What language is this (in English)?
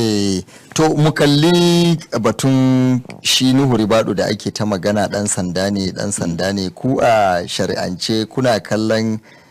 Hausa